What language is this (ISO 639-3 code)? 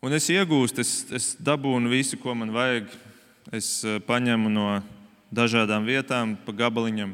lav